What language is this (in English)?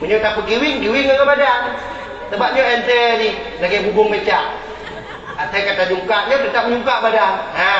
Achinese